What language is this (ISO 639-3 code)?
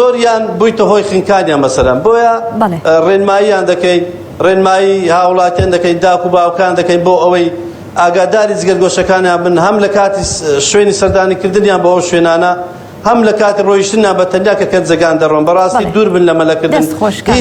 ckb